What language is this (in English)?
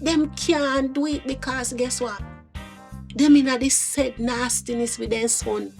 Jamaican Creole English